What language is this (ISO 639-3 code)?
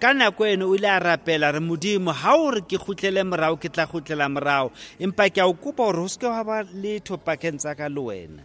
sot